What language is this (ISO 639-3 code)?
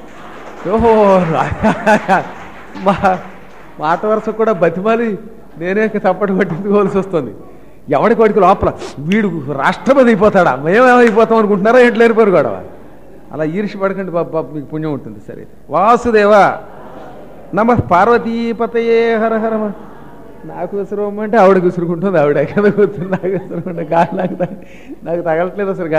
tel